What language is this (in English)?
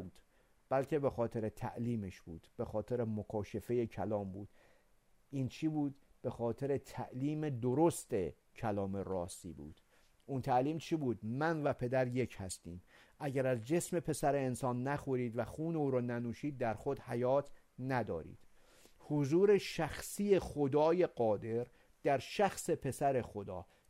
Persian